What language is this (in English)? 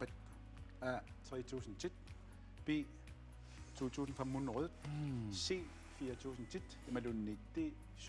Kalaallisut